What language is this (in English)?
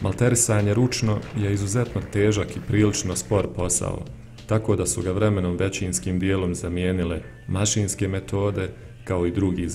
Bosnian